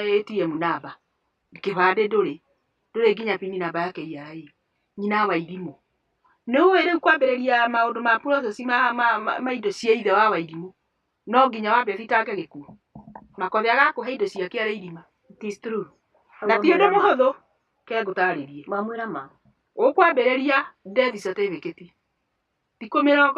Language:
Kikuyu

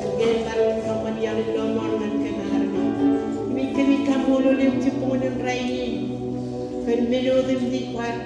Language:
Marshallese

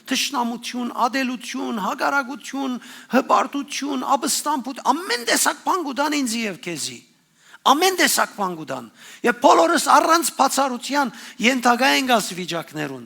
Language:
Western Armenian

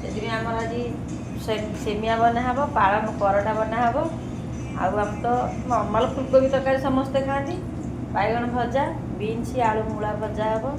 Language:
Odia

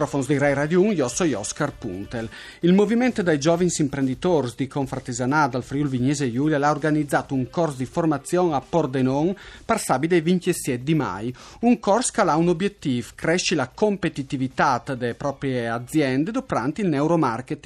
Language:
Friulian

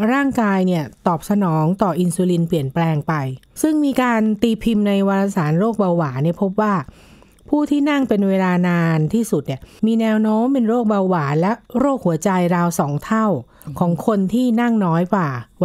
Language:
Thai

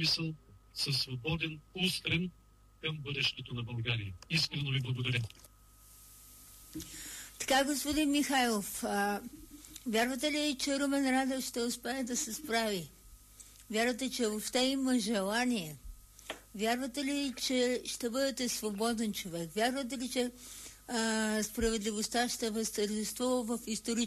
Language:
Bulgarian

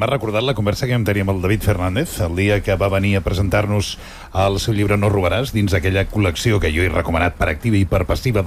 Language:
Catalan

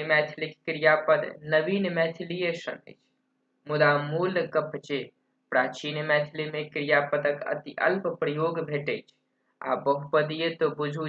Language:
Maithili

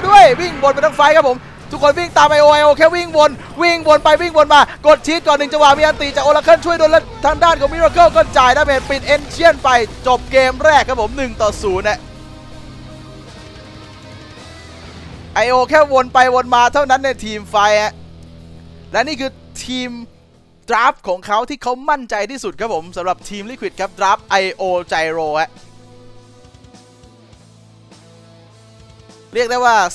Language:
Thai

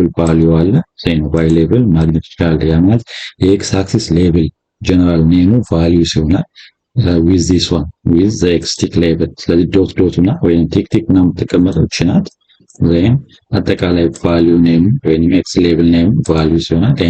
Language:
Amharic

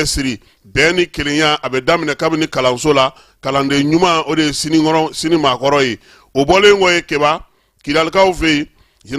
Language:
Bambara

